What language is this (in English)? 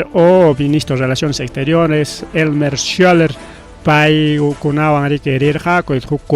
Ayacucho Quechua